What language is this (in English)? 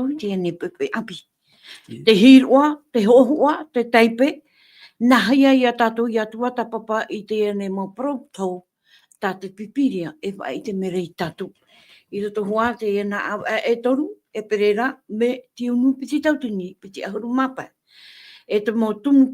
Tahitian